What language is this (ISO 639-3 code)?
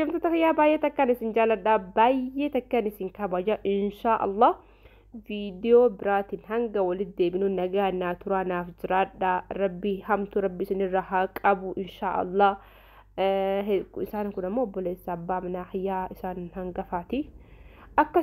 orm